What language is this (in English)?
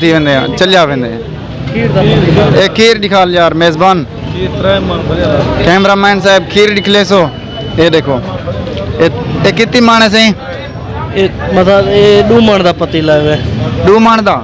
Saraiki